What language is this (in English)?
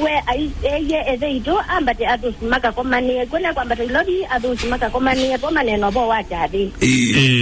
Kamba